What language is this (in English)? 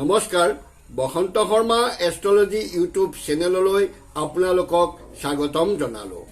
Assamese